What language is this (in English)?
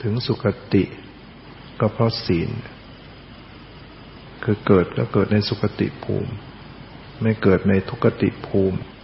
Thai